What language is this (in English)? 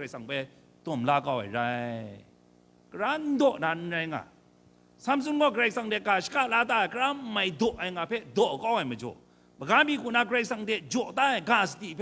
Kachin